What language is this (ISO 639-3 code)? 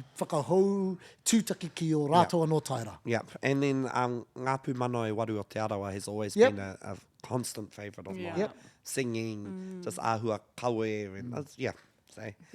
mri